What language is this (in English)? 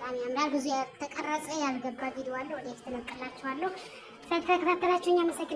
Amharic